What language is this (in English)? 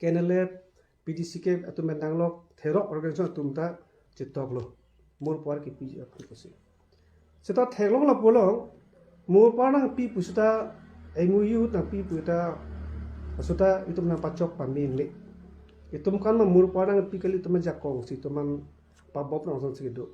Karbi